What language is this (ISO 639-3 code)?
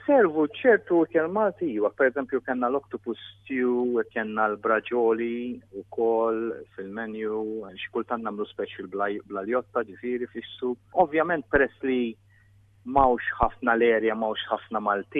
mlt